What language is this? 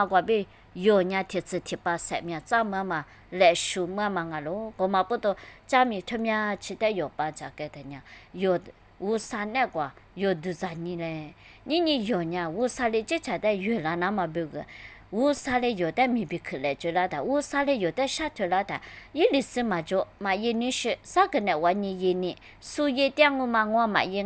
Lisu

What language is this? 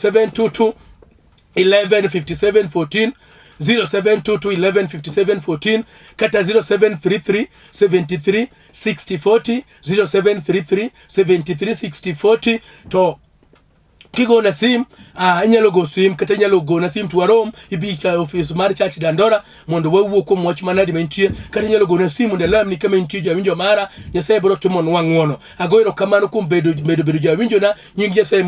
Luo (Kenya and Tanzania)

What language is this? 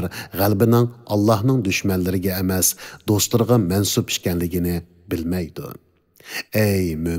Uyghur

